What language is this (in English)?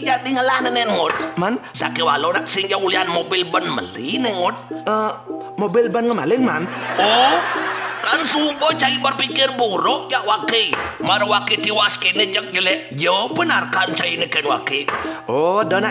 Balinese